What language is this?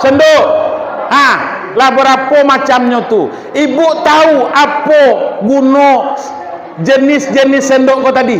Minangkabau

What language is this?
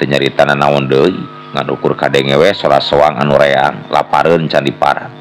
Sundanese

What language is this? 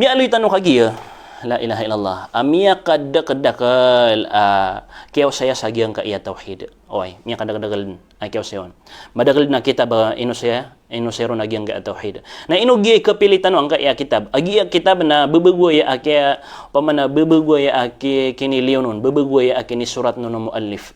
Maranao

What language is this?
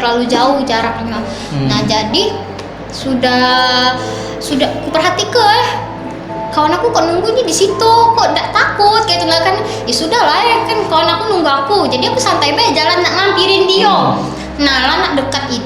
Musi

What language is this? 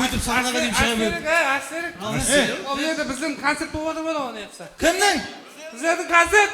Kara-Kalpak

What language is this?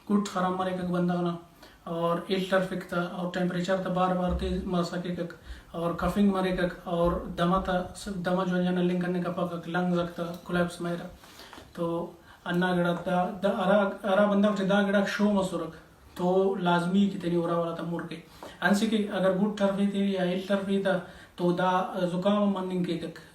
Brahui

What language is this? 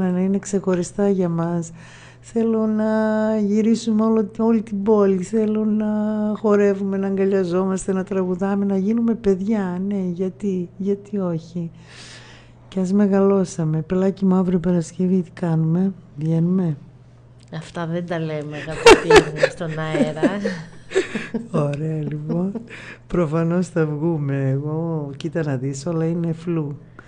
Greek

